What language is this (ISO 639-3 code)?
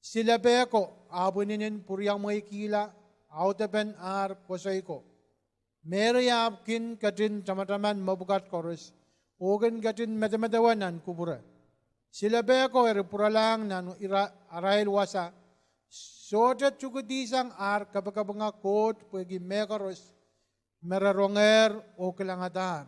pon